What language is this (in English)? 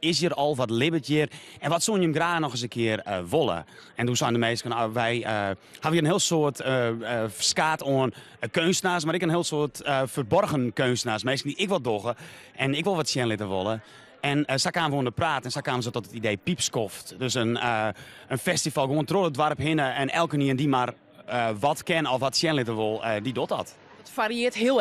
Western Frisian